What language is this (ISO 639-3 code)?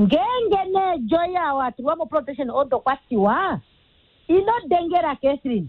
kua